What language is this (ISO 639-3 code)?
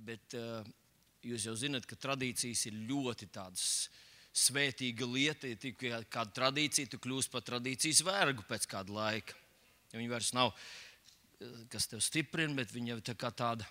lav